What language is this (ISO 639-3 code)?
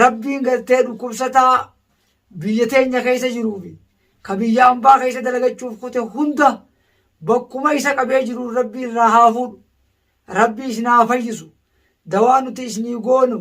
orm